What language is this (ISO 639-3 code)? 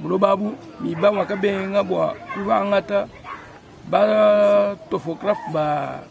lua